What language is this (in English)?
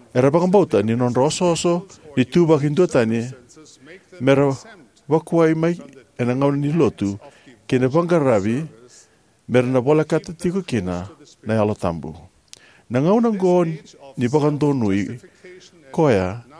Fijian